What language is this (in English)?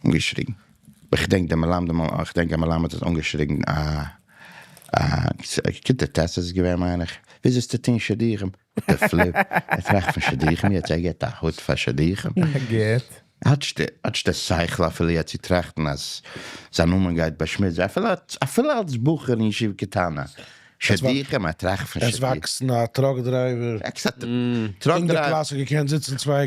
Yiddish